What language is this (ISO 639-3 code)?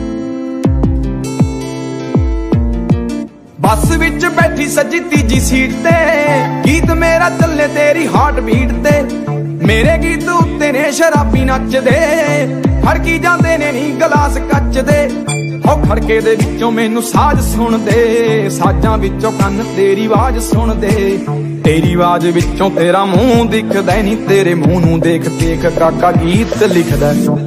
pan